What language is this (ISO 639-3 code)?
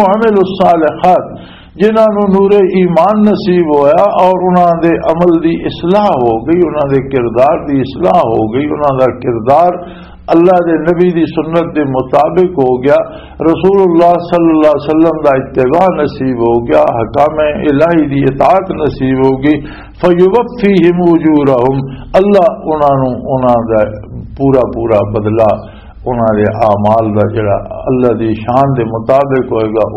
lah